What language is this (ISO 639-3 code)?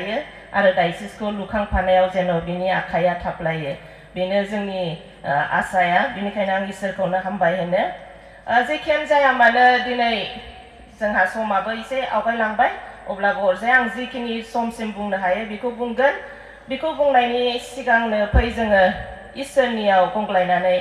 brx